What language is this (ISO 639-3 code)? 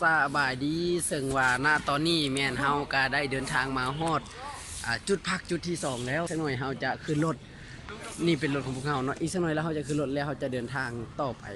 lao